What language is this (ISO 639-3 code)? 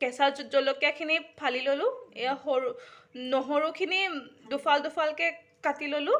asm